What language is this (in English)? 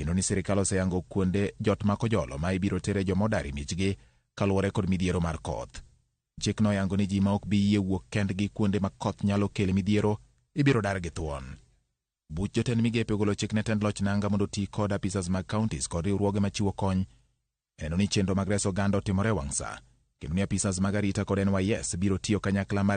Luo (Kenya and Tanzania)